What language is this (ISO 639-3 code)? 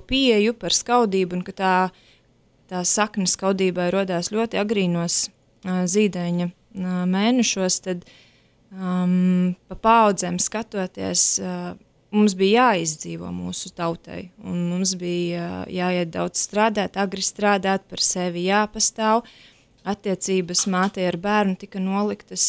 lav